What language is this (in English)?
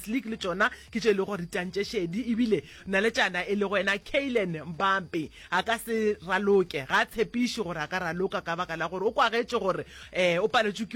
Northern Sotho